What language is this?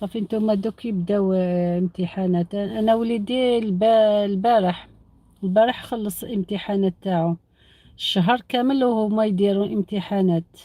Algerian Arabic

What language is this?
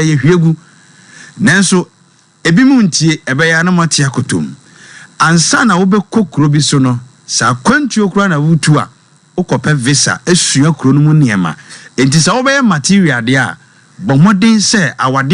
Akan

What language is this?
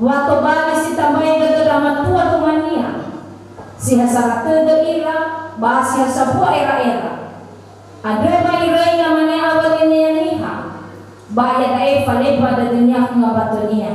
Nias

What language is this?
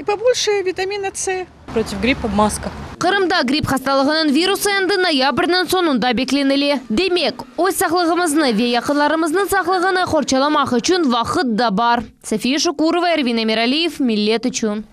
Crimean Tatar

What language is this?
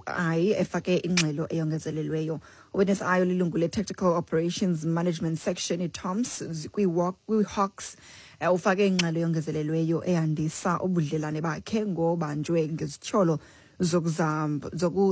Xhosa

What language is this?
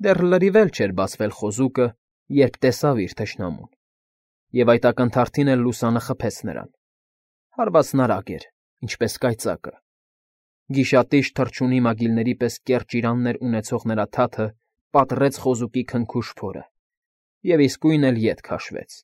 Armenian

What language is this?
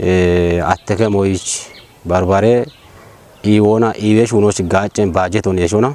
Kafa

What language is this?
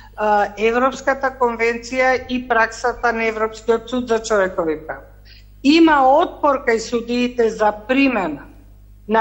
Macedonian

